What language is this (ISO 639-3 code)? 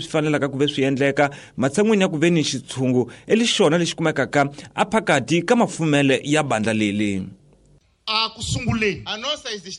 tso